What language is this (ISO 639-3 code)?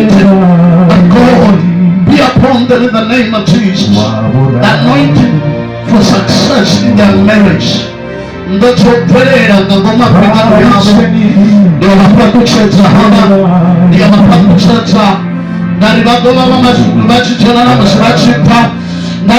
ven